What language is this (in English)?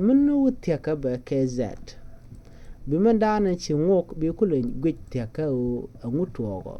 Nuer